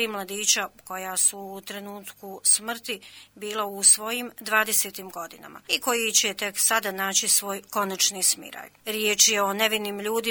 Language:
Bosnian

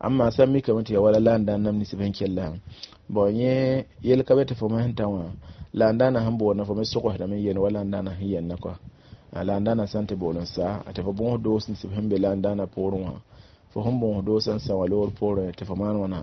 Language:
Mossi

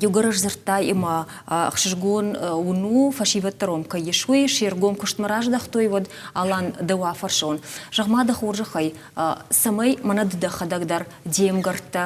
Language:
Ossetic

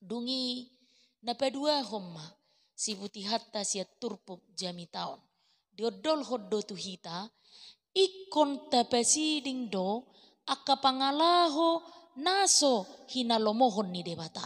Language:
Batak Toba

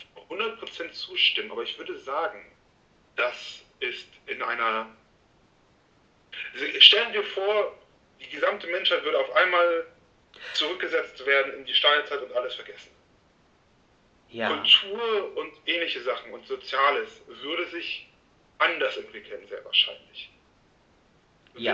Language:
German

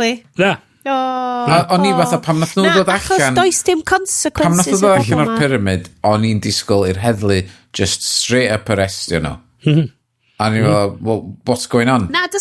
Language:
Welsh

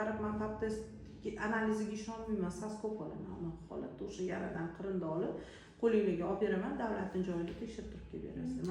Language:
Uzbek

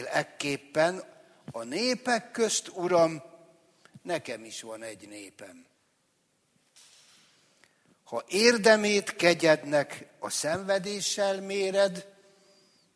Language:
Hungarian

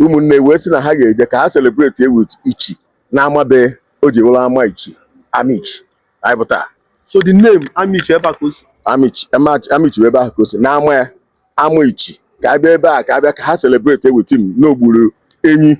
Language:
Igbo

